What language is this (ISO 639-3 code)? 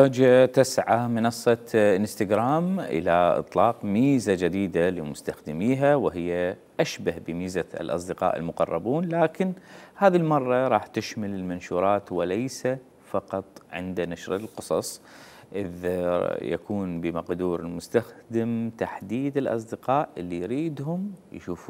acm